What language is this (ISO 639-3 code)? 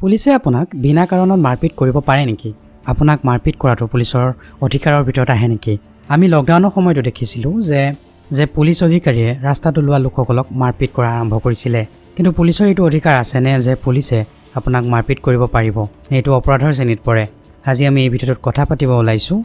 asm